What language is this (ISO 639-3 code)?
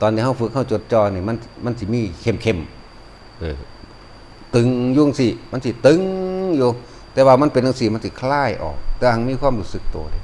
lao